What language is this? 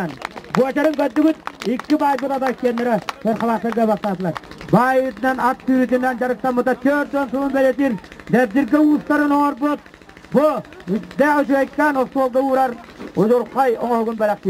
Yakut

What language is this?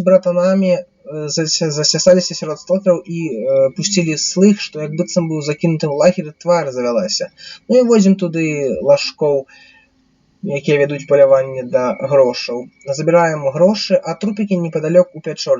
Belarusian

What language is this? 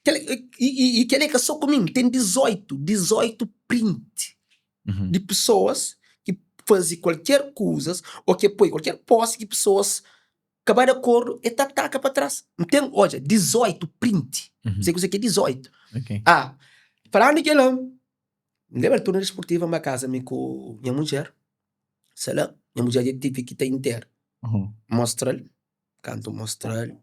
Kabuverdianu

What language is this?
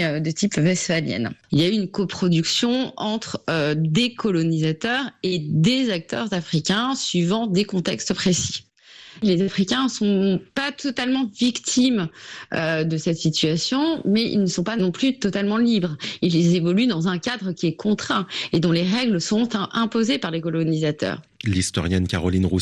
French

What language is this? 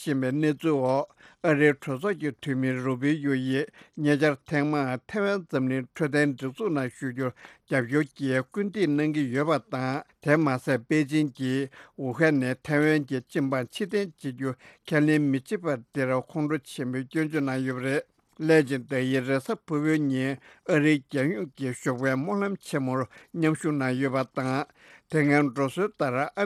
Tibetan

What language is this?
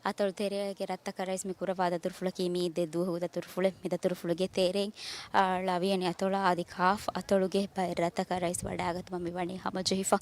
Divehi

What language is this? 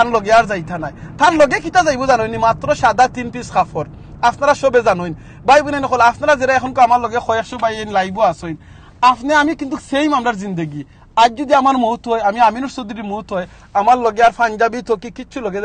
Sylheti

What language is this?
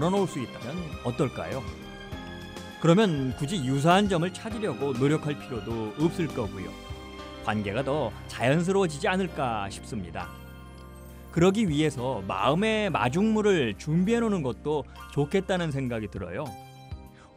Korean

